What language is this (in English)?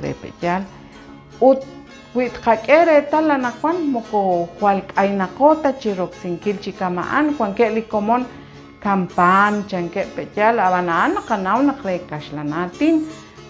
Kekchí